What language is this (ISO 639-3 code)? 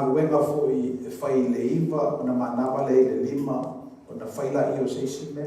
smo